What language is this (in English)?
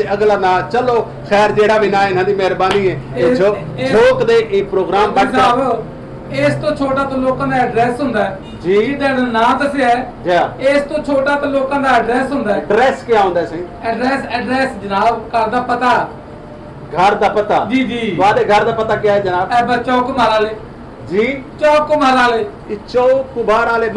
Saraiki